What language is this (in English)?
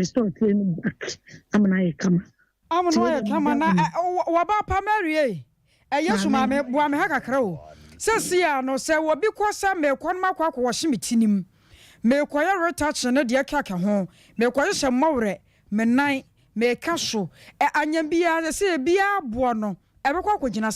Akan